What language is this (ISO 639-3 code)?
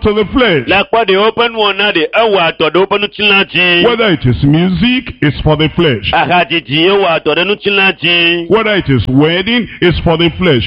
ewe